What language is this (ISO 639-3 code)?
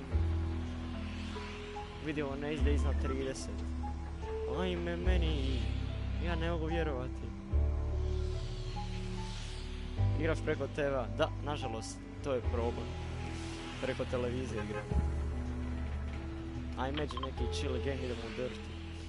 hrv